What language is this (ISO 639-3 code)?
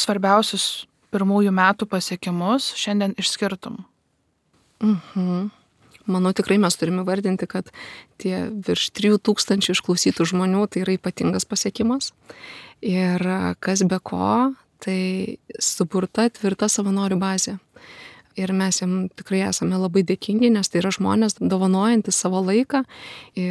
lit